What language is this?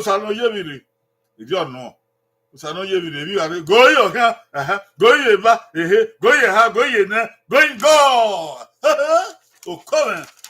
Bini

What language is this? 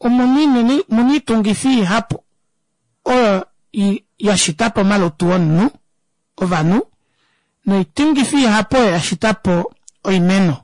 Kuanyama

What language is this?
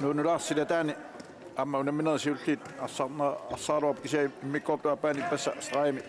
Kalaallisut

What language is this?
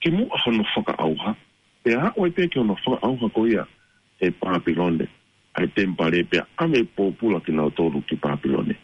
Tongan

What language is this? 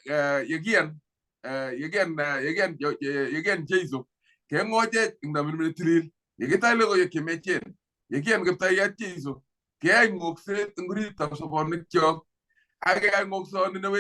Kalenjin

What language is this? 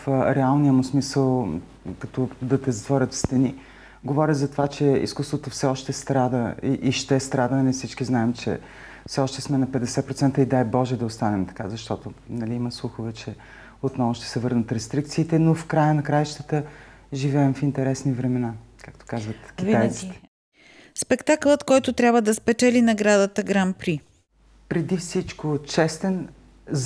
Bulgarian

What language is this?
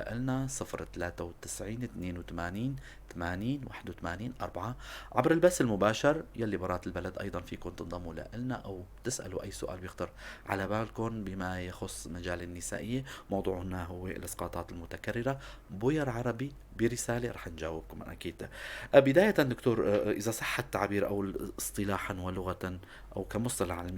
North Levantine Arabic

